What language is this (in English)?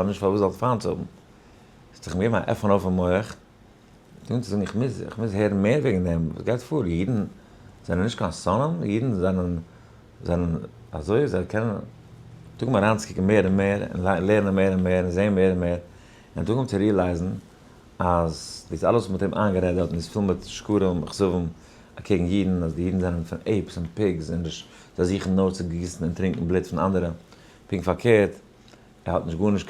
Yiddish